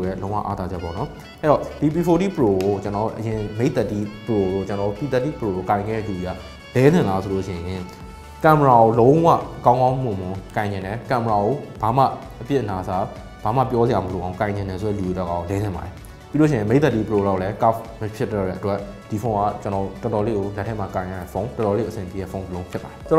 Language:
Burmese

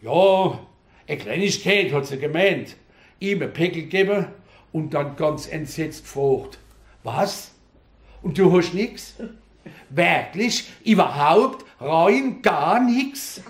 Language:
Palatine German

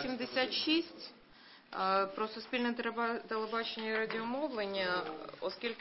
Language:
Ukrainian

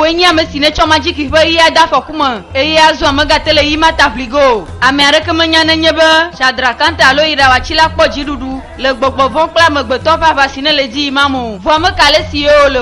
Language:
Ewe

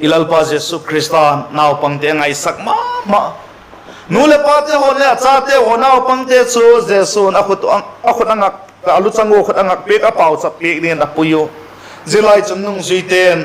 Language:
Vaiphei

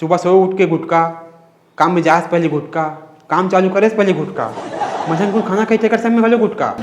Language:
Chhattisgarhi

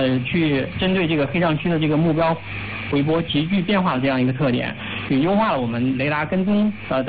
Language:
Chinese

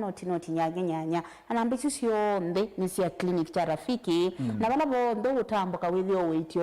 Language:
Kamba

